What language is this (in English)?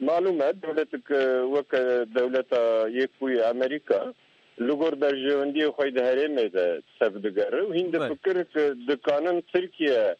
Kurdish